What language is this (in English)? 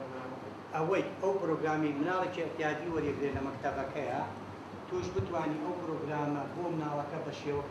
Central Kurdish